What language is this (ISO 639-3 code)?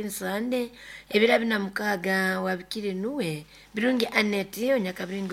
nyo